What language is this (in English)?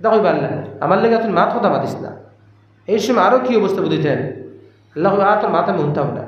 Sylheti